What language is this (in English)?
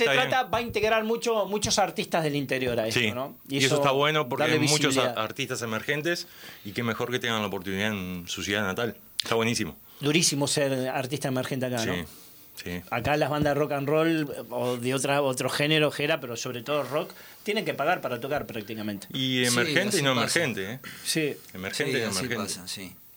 Spanish